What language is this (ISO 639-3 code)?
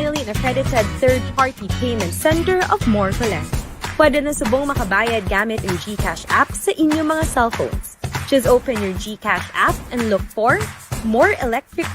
hil